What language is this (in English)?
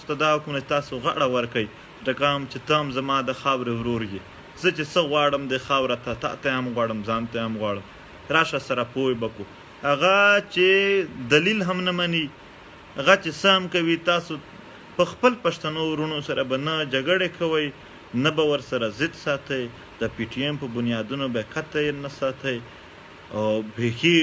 Pashto